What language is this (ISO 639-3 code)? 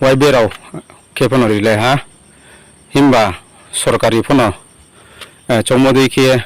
ria